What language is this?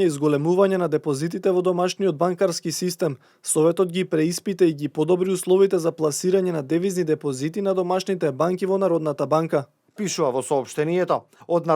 Macedonian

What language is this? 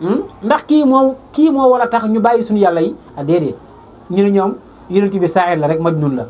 Wolof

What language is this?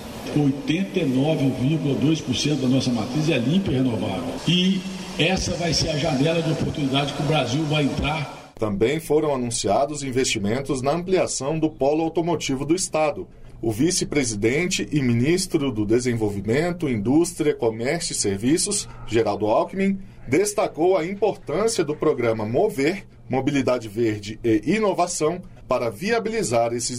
Portuguese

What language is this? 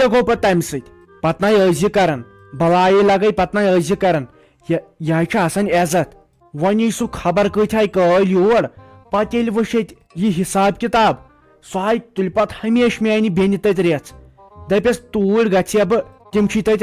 Kashmiri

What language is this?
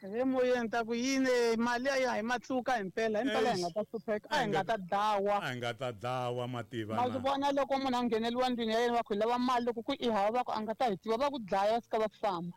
Tsonga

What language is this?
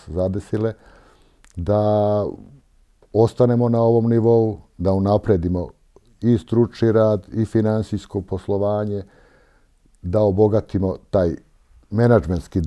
Serbian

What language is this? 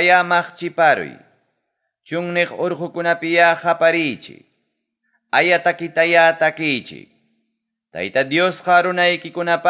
Ayacucho Quechua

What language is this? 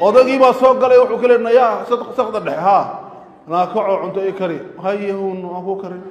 Somali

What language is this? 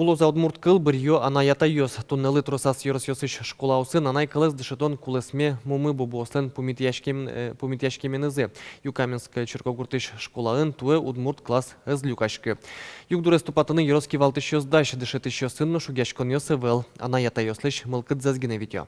Udmurt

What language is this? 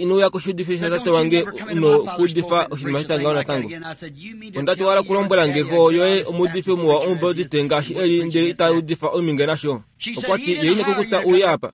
Kuanyama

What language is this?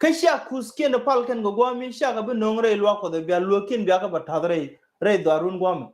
Nuer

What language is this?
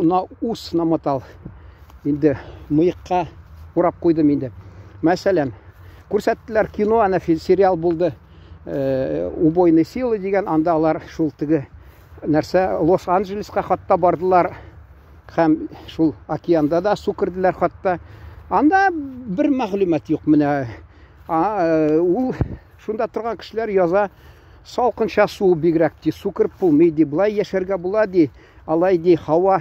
Tatar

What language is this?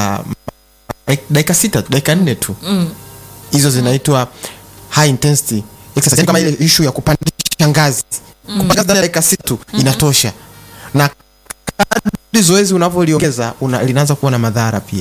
Swahili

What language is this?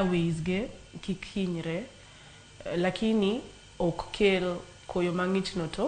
Luo (Kenya and Tanzania)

